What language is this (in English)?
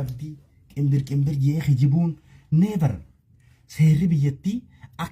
Oromo